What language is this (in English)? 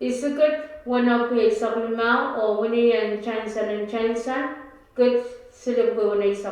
Pohnpeian